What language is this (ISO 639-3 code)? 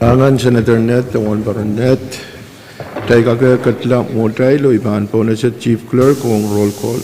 pon